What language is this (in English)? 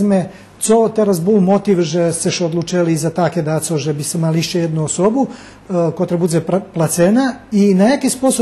Rusyn